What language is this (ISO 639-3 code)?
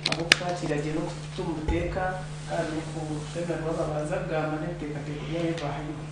nyn